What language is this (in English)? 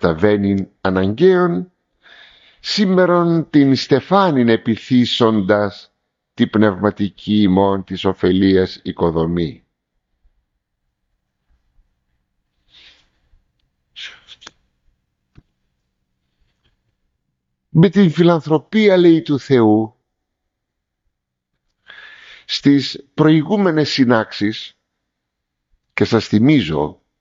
Greek